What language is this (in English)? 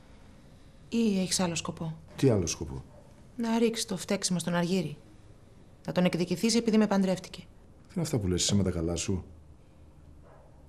Greek